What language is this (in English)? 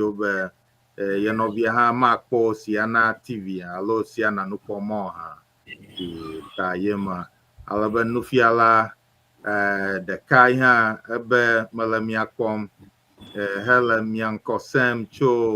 Ewe